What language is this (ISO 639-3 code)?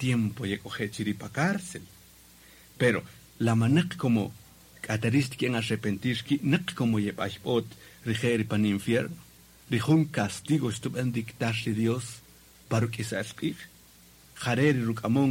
cak